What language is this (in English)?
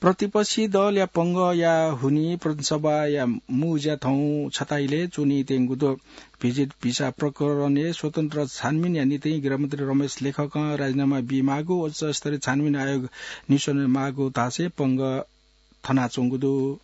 Newari